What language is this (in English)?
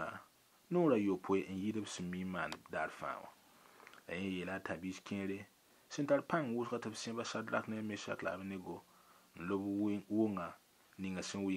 Mossi